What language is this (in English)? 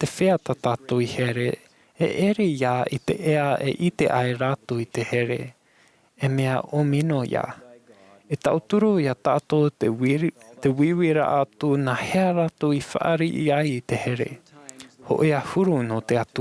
Tahitian